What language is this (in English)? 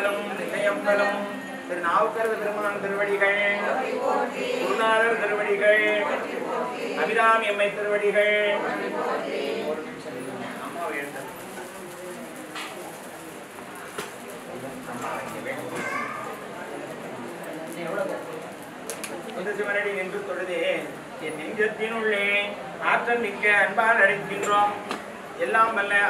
Tamil